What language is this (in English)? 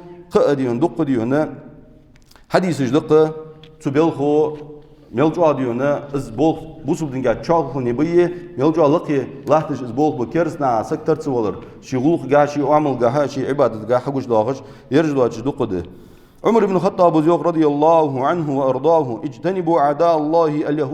Ingush